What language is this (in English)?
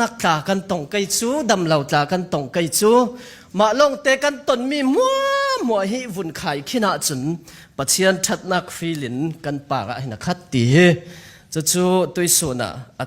Falam Chin